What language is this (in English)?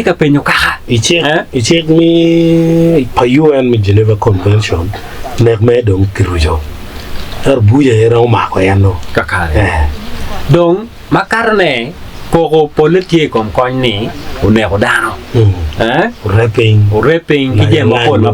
Acoli